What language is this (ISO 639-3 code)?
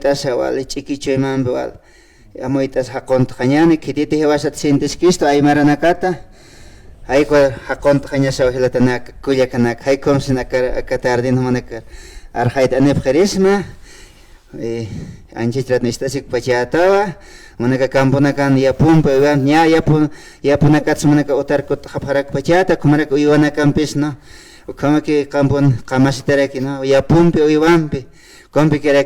aym